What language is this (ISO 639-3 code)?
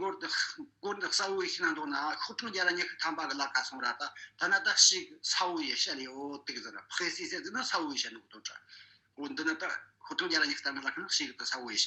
bod